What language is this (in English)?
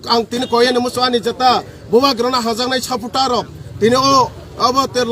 Kok Borok